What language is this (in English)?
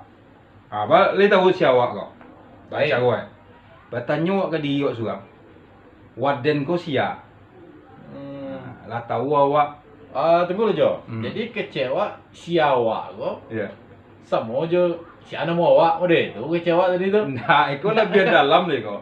Minangkabau